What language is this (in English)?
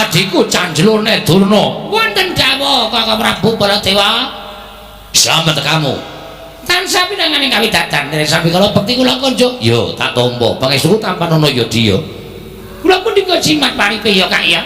Javanese